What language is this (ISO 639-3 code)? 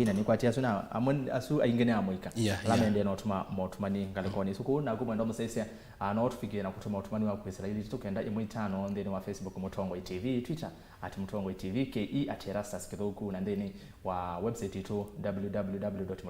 kam